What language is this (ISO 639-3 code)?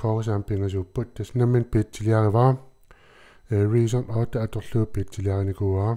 kal